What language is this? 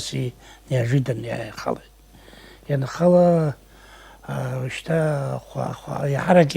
Abkhazian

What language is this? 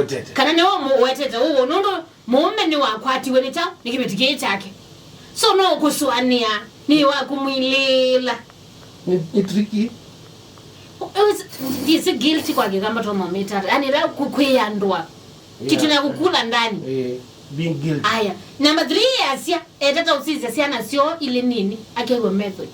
Kamba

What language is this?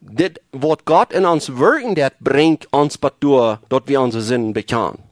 Plautdietsch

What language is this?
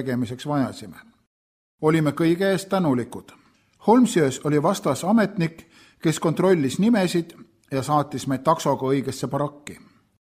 Estonian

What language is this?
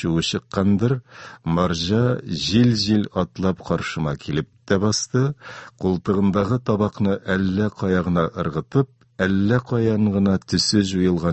Tatar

